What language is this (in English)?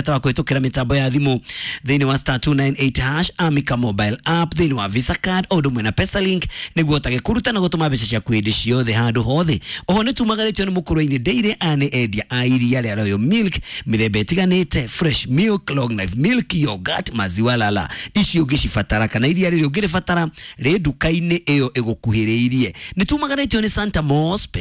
Kikuyu